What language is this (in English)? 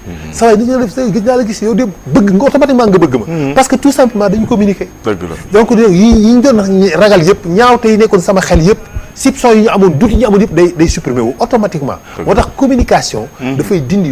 Wolof